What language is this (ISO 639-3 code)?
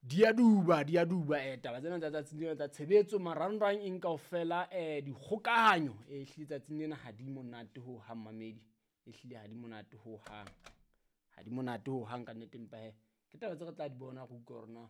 sot